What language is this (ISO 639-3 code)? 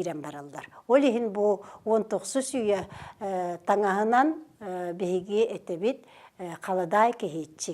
sah